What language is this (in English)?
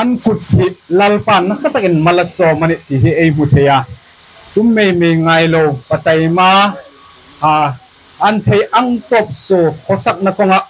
Hmar